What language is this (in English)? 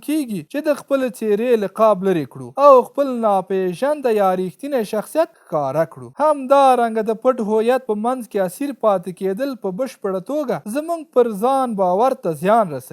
Pashto